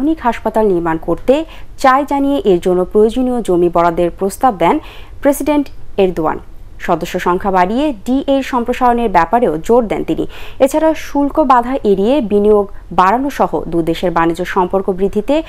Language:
Bangla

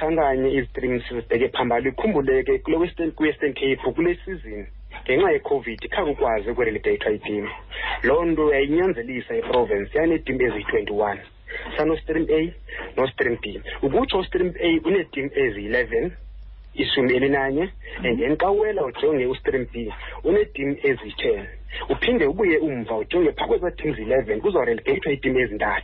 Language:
Xhosa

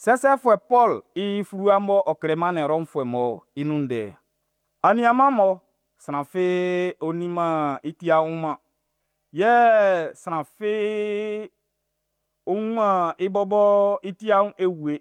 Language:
Baoulé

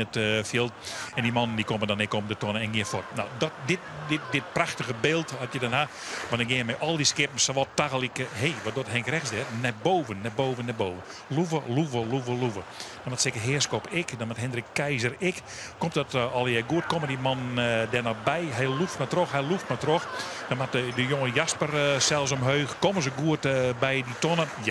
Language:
Western Frisian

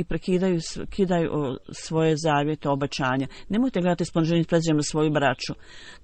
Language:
Bosnian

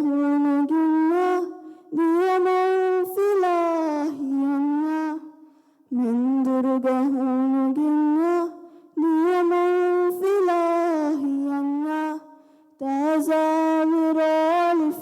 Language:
Divehi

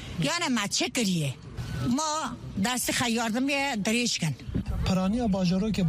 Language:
Kurdish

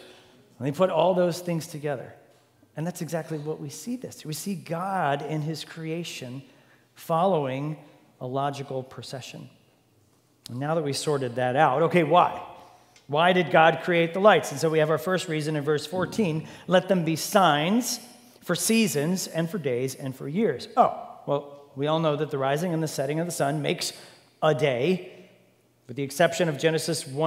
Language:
English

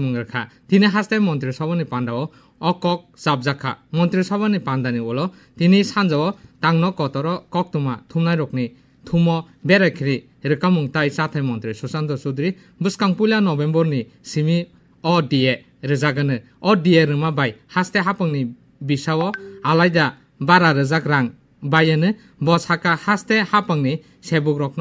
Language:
Kok Borok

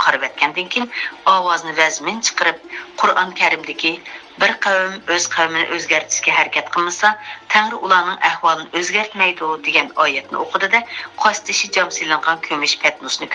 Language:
Uyghur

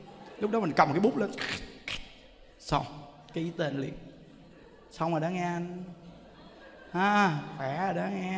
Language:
Vietnamese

